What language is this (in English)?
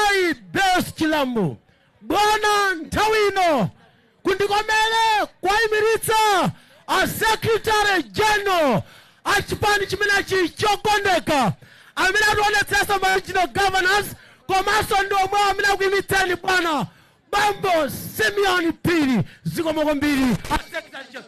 Nyanja